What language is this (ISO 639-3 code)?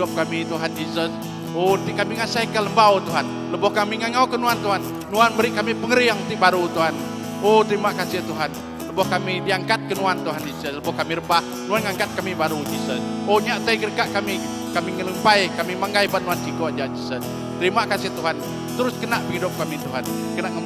iba